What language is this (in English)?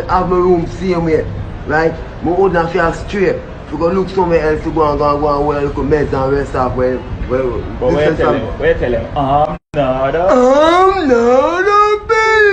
Jamaican Creole English